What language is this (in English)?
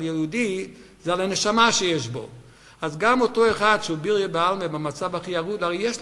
Hebrew